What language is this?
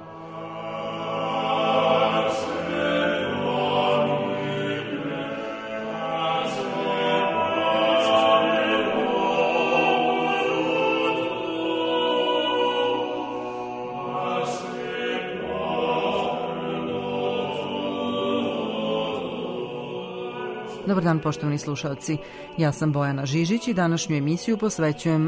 Serbian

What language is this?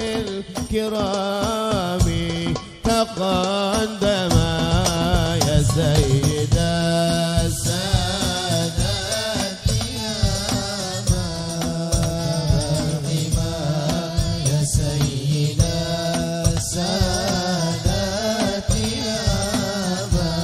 Arabic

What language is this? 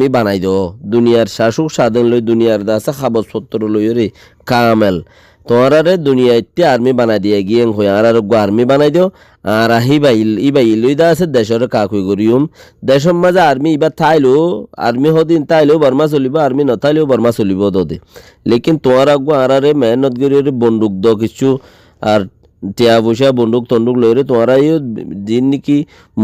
Rohingya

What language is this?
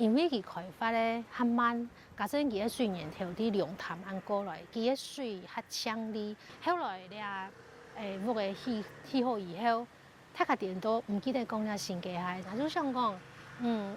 Hakka Chinese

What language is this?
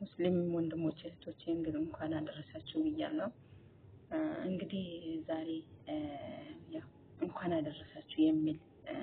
Amharic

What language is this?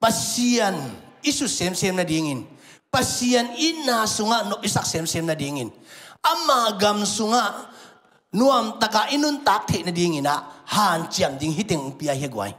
Tedim Chin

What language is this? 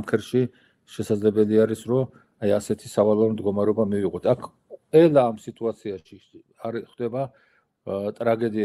Georgian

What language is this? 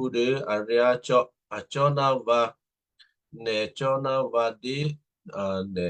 Western Kayah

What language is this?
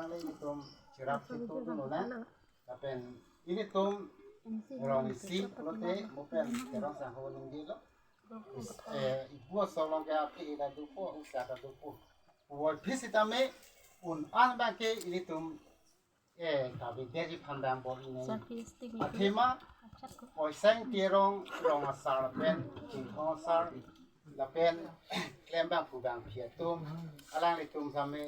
Karbi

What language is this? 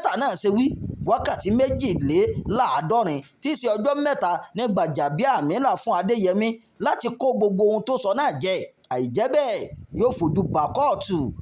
Yoruba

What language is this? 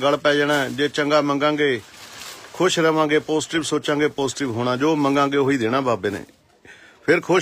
Punjabi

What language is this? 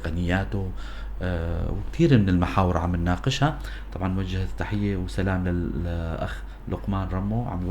North Levantine Arabic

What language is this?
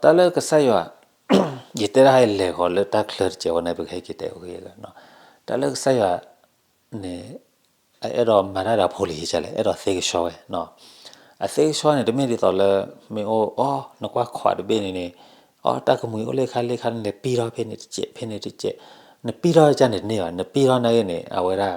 S'gaw Karen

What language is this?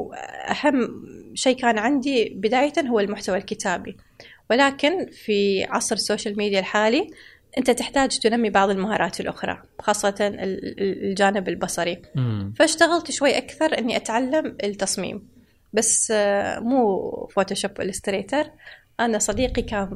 Gulf Arabic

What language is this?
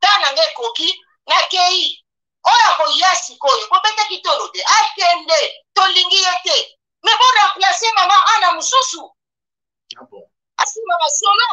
Lingala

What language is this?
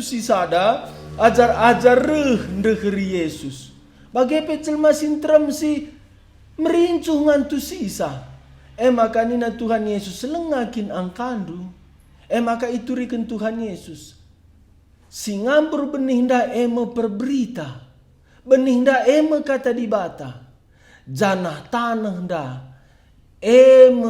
Batak Karo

